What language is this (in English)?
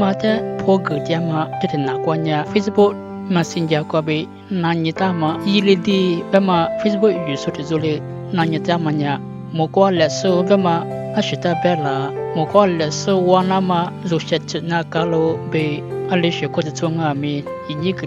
Lisu